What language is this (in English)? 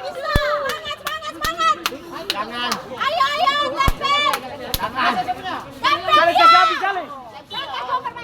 Ambonese Malay